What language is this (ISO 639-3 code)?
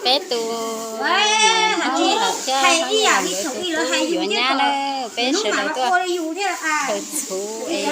hmn